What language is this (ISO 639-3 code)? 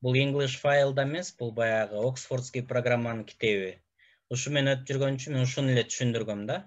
kir